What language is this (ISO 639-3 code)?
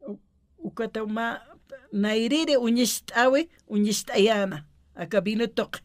aym